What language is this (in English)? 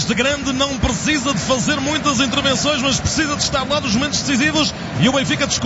Portuguese